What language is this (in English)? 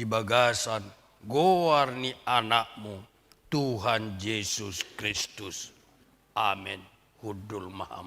Batak Toba